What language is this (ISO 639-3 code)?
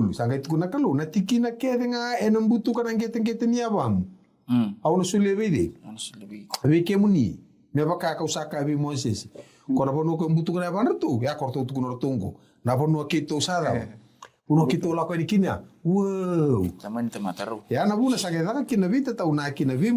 fij